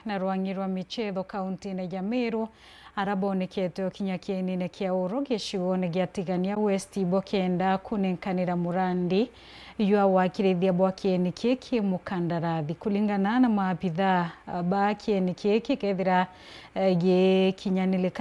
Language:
Meru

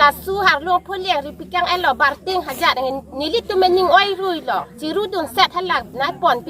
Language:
Karbi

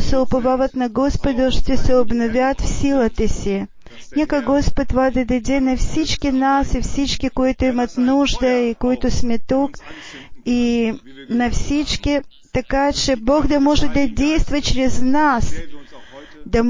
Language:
Bulgarian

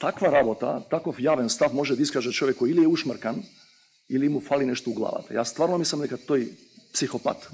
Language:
Macedonian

